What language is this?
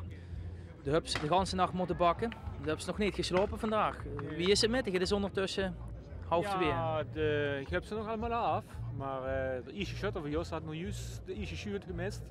Dutch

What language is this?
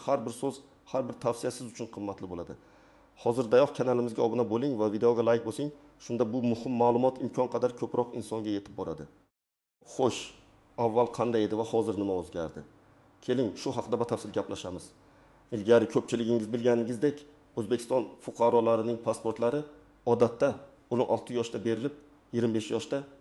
Uzbek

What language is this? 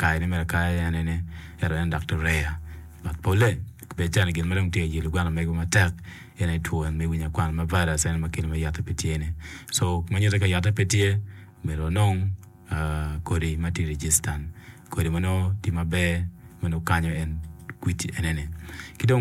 Acoli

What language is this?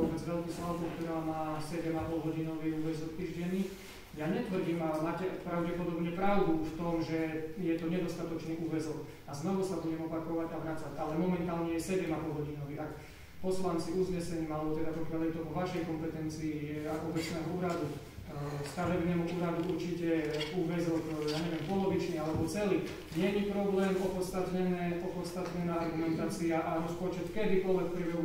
Slovak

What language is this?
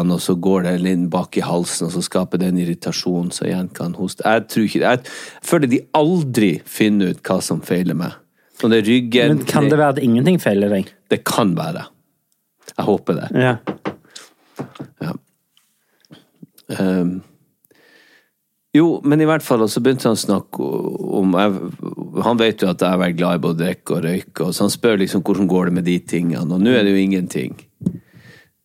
Norwegian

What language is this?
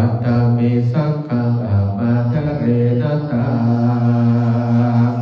Pali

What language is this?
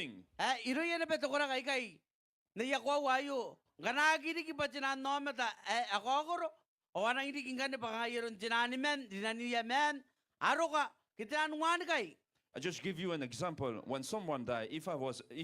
Gilbertese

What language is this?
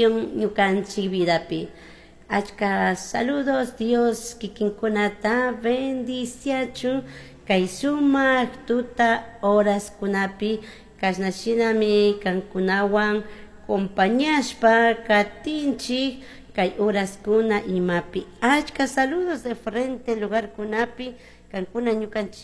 Chimborazo Highland Quichua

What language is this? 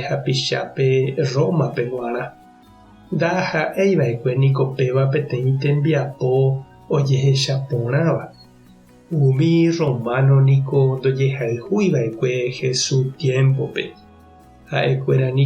Guarani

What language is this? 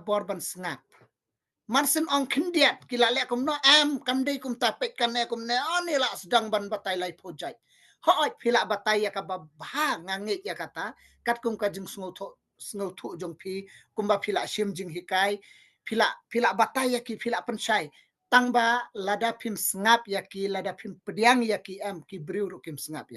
Khasi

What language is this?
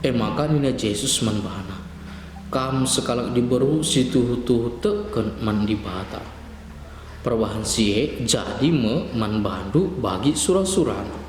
Batak Karo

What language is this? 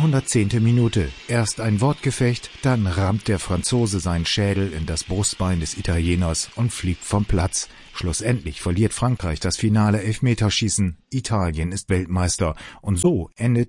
German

